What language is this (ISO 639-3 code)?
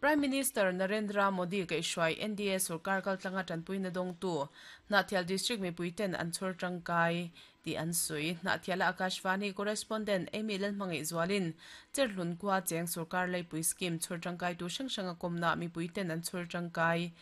lus